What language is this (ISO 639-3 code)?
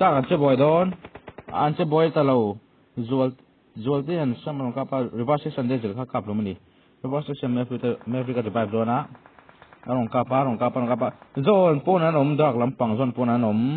lus